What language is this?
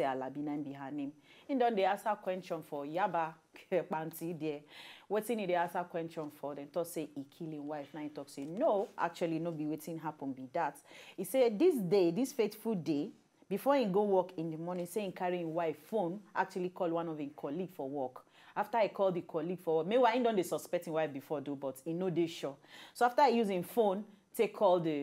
Nigerian Pidgin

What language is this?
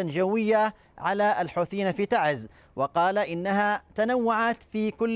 Arabic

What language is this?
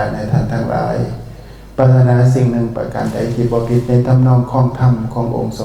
Northeastern Thai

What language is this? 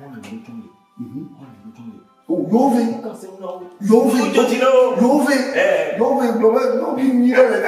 Ewe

